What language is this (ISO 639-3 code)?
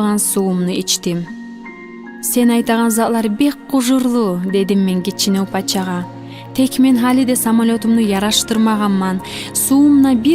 kum